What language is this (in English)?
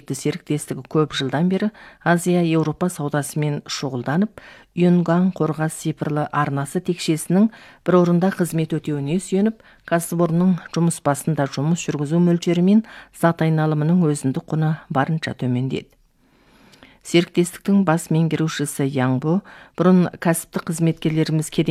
Kazakh